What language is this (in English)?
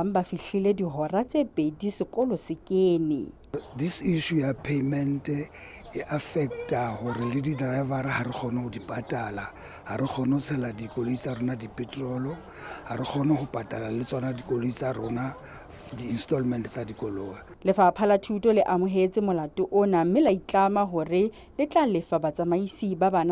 Southern Sotho